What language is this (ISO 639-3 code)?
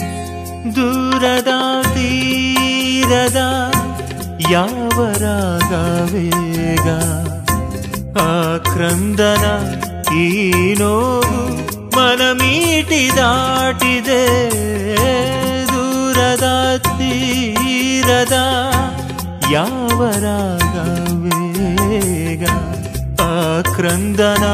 kan